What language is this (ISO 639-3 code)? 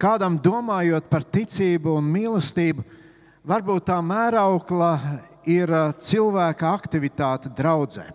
lav